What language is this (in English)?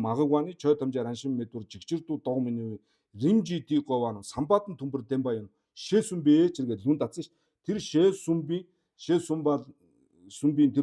Mongolian